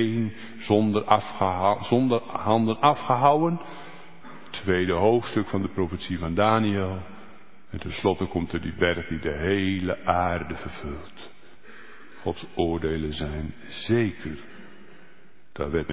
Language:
Dutch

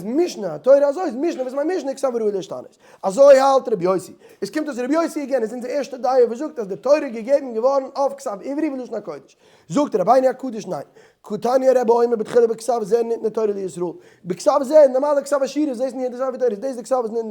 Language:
Yiddish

